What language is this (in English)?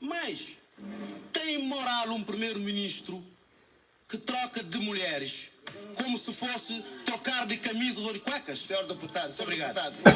Kabuverdianu